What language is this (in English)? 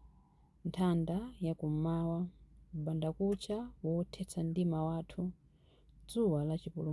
Nyanja